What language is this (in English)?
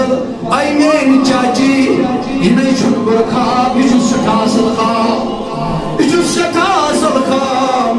Kashmiri